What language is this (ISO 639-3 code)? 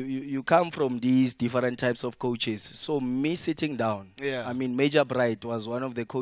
sot